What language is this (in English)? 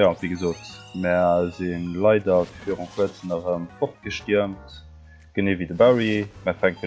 Luxembourgish